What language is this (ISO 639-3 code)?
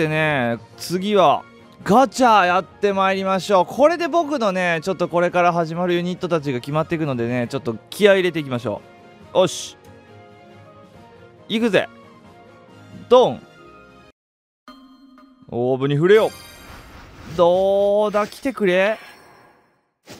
jpn